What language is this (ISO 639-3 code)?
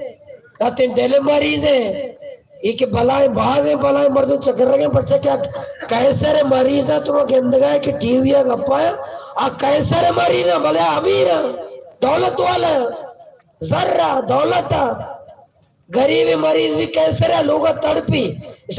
bal